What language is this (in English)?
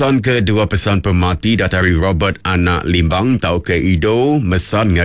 Iban